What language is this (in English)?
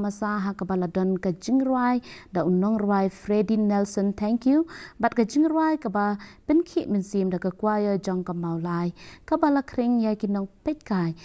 Khasi